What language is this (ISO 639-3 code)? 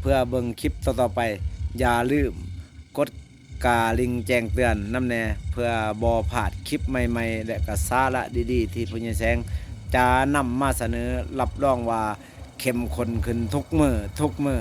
lao